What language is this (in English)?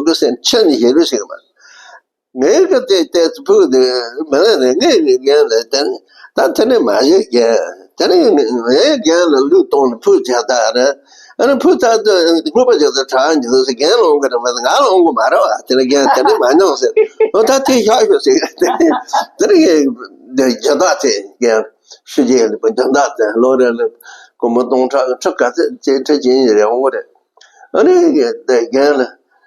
Tibetan